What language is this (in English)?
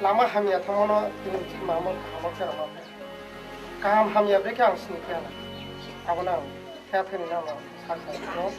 Riang (India)